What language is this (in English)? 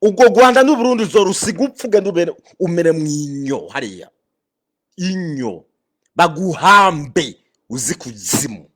Rundi